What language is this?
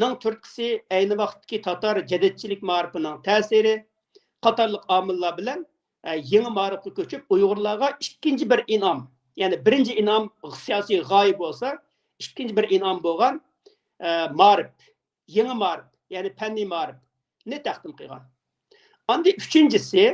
Uyghur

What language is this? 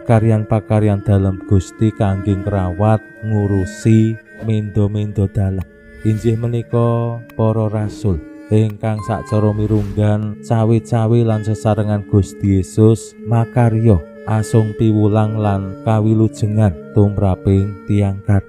Javanese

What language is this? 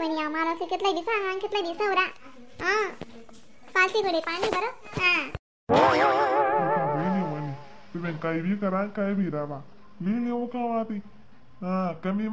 Khandesi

